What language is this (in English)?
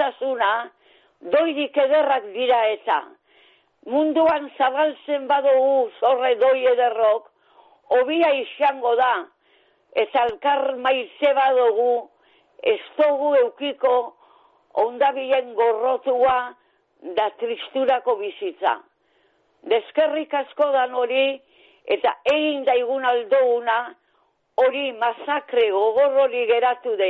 Basque